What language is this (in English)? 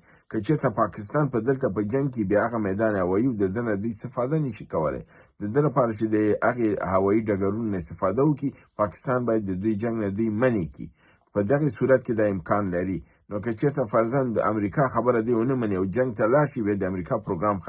Pashto